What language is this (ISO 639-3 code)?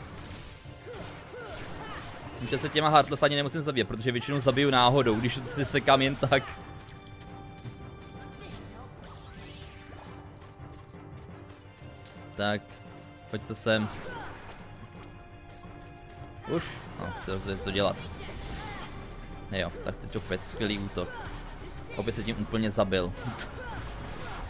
ces